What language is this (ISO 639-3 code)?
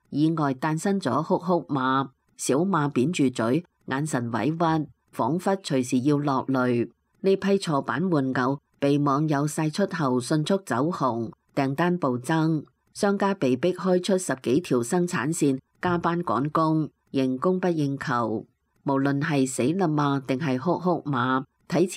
yue